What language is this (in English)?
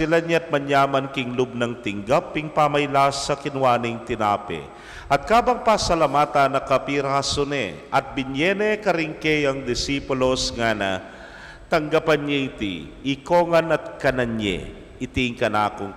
Pampanga